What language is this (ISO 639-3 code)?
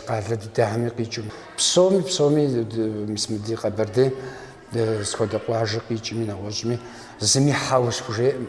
kbd